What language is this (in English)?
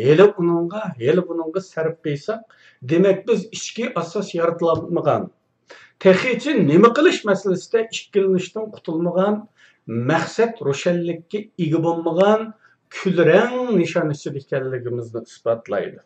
Uyghur